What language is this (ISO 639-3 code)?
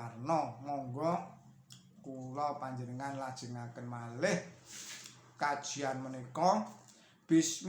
jav